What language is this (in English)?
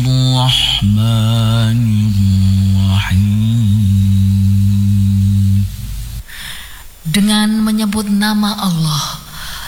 Indonesian